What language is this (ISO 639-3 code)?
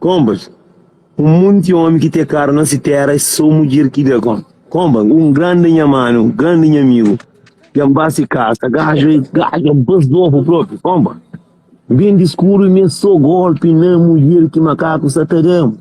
kea